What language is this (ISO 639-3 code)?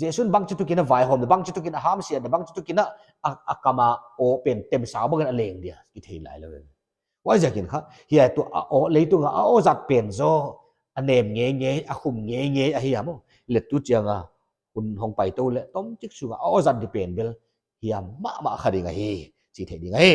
pck